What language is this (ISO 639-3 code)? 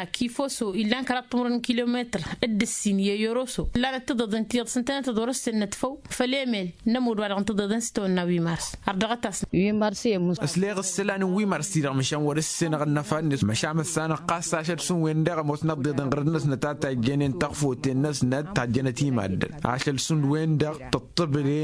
taq